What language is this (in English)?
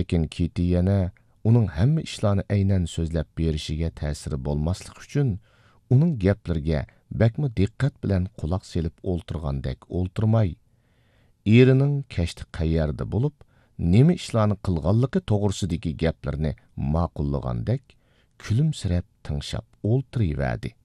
Uyghur